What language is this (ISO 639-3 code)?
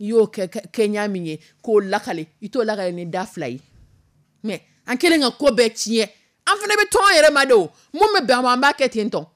dyu